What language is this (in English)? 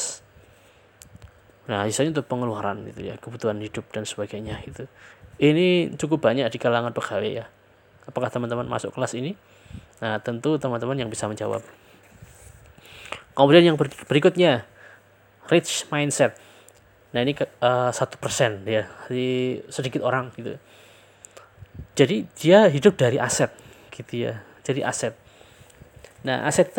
Indonesian